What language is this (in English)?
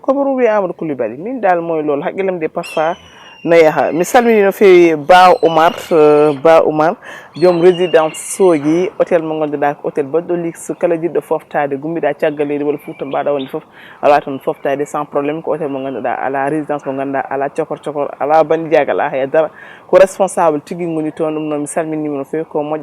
Fula